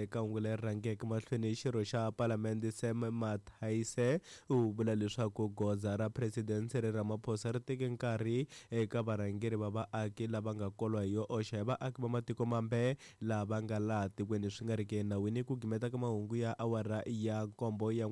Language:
Tsonga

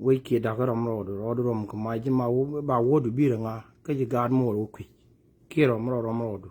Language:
Nuer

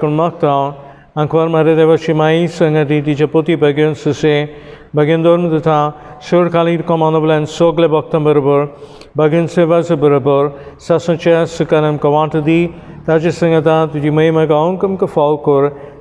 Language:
Konkani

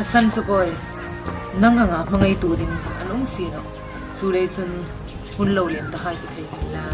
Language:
Hmar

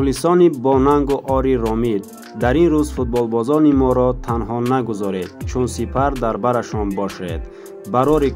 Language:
Tajik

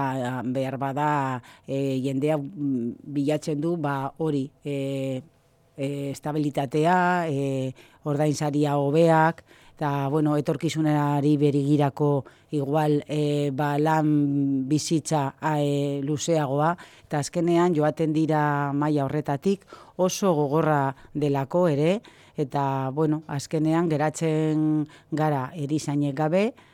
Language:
Basque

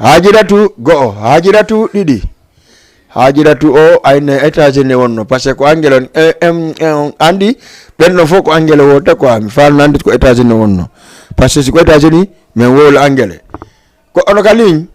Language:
Fula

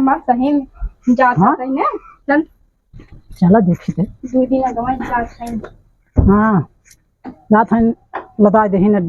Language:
Awadhi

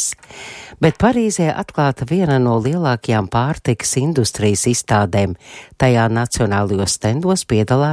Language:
Latvian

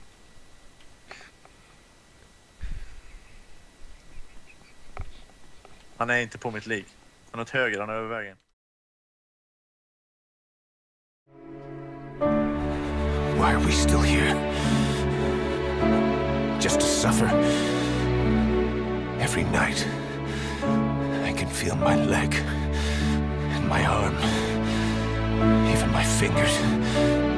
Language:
Swedish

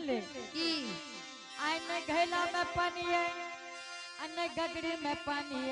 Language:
Angika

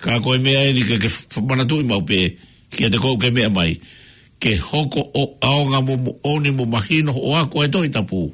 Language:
Tongan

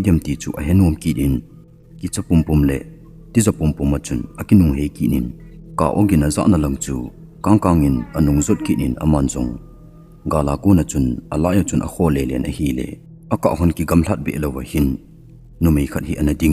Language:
Thado Chin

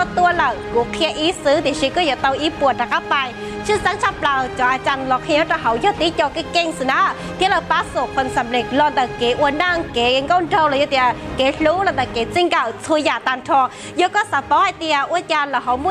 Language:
Hmong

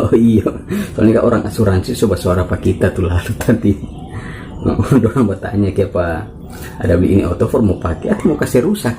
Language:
Manado Malay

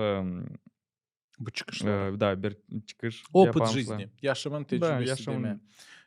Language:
Gagauz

